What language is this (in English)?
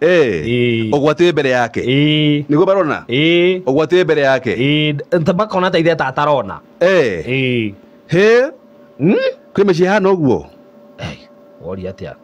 Kikuyu